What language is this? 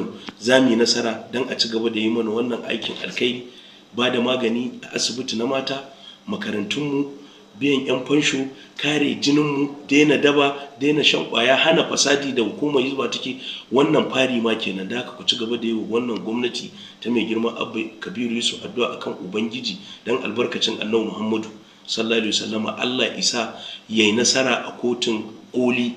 Hausa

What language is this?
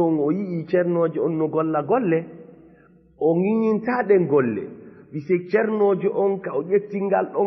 Fula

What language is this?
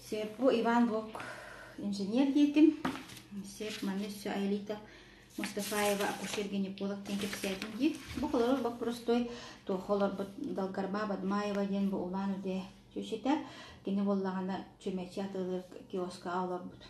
Yakut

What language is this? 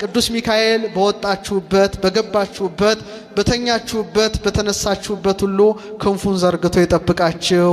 Amharic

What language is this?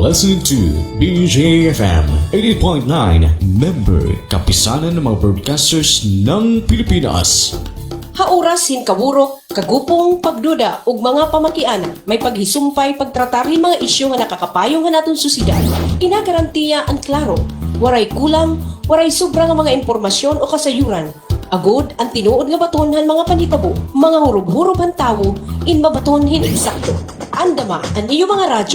Waray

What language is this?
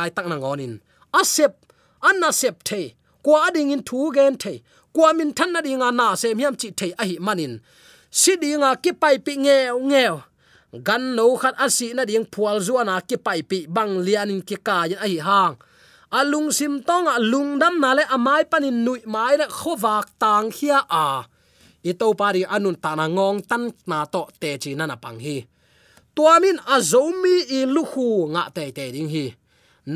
Tedim Chin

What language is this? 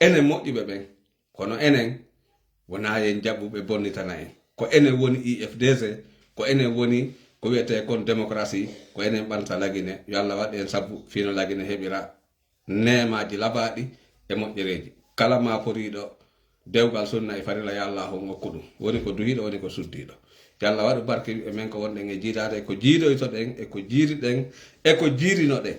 Fula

